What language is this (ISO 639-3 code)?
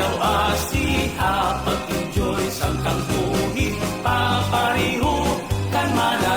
war